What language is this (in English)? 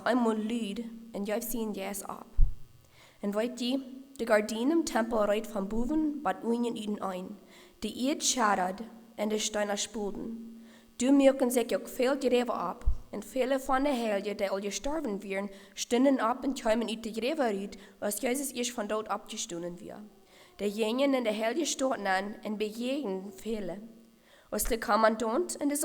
Plautdietsch